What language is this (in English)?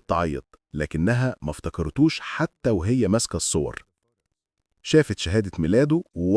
Egyptian Arabic